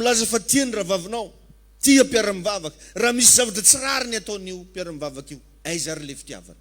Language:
Malagasy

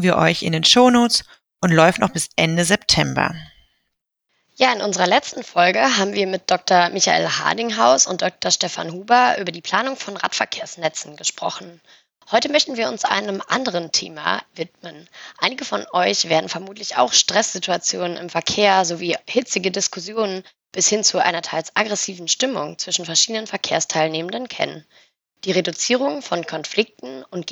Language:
German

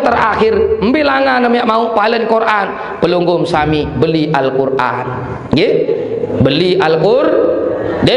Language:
Sasak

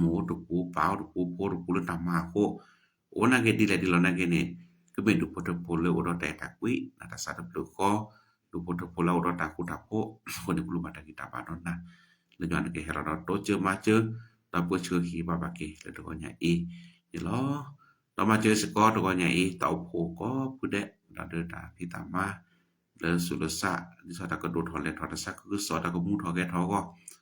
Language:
S'gaw Karen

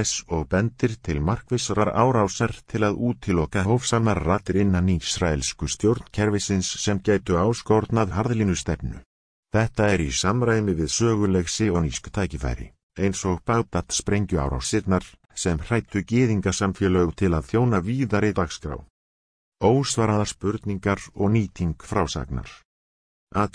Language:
Icelandic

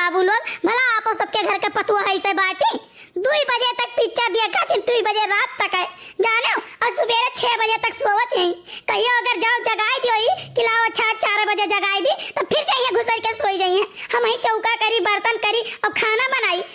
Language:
Awadhi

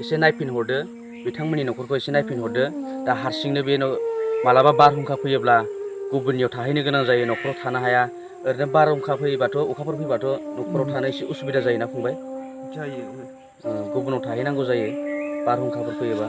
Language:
Bodo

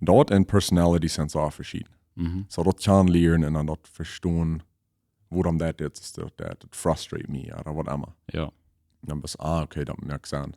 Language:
Plautdietsch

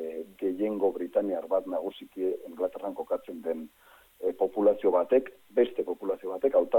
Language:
Basque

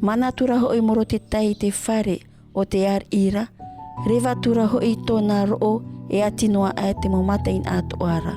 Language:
Tahitian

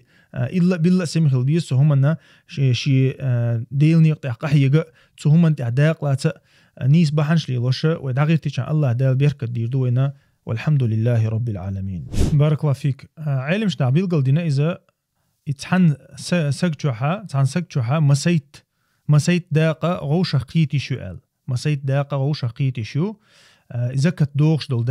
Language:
Chechen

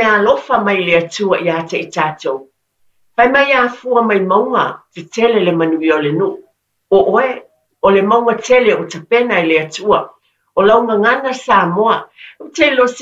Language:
Samoan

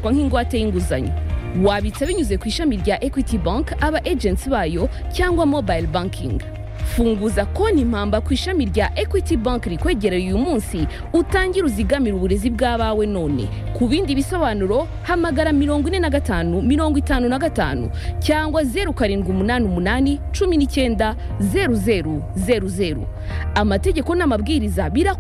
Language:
Kinyarwanda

